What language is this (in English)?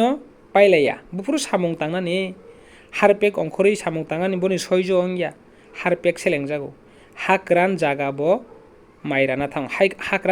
Kok Borok